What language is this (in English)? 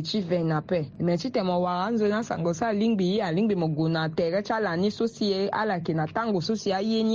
Sango